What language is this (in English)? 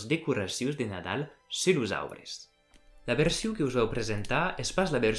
Occitan